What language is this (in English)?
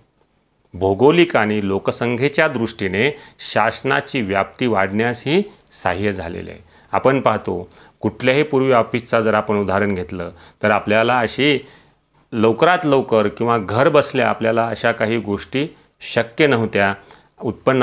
Marathi